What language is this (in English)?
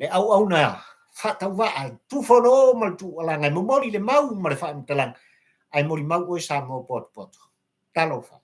Samoan